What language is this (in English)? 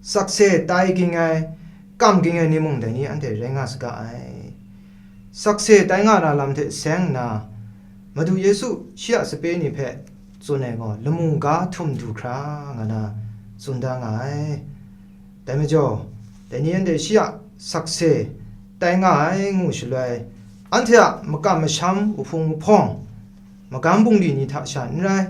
Kachin